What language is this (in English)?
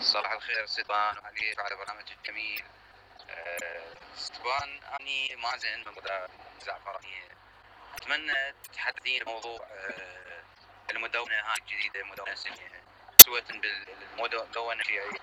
Mesopotamian Arabic